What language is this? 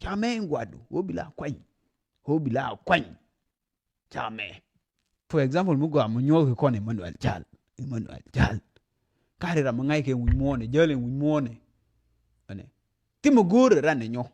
Nuer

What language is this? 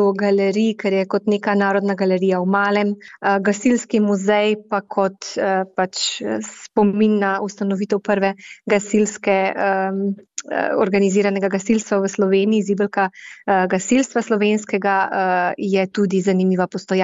Slovenian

